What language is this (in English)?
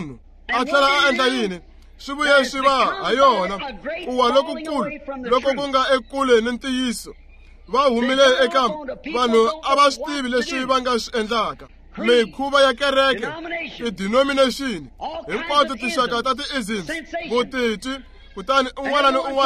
Tsonga